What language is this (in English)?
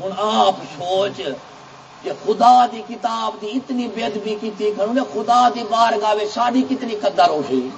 Saraiki